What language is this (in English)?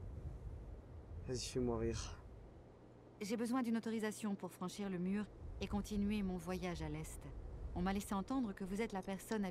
French